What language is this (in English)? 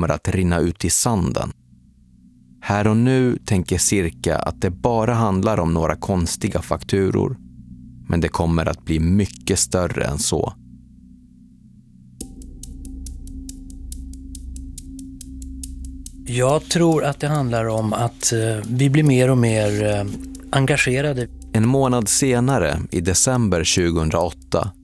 Swedish